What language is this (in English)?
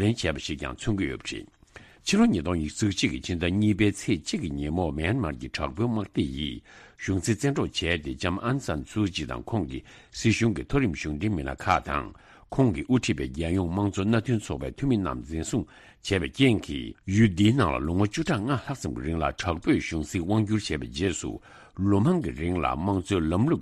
Tibetan